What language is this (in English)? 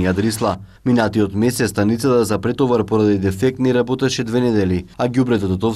Macedonian